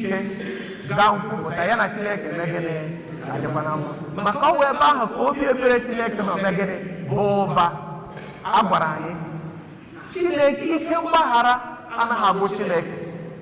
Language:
Igbo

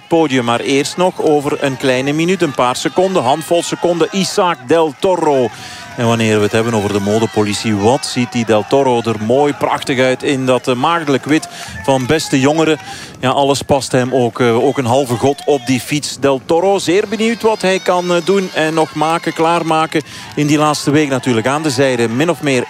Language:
Dutch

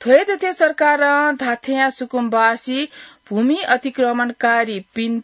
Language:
Newari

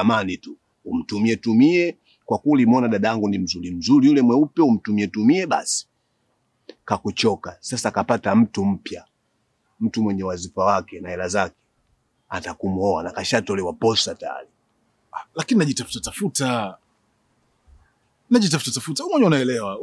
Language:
Swahili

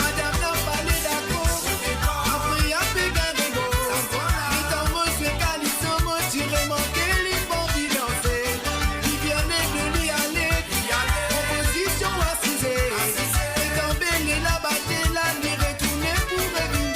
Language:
Morisyen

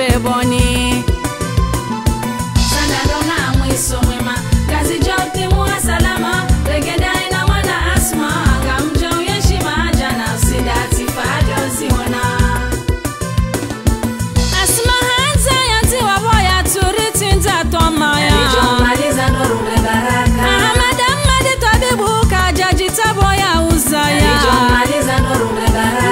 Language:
Swahili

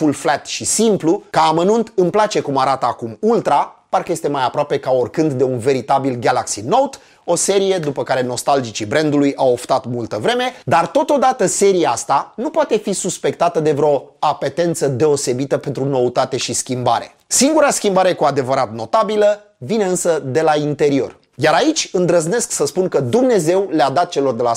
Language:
Romanian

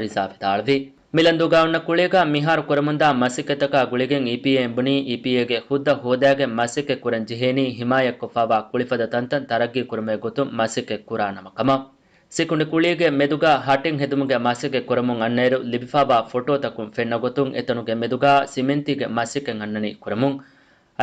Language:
Divehi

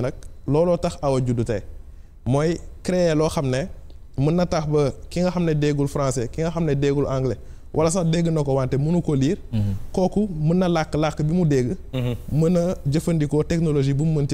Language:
Wolof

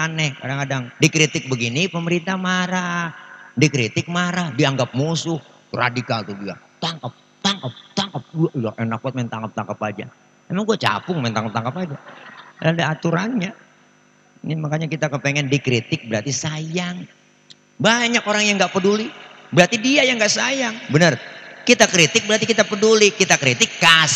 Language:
Betawi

